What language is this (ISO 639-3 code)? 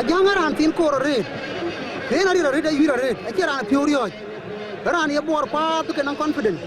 din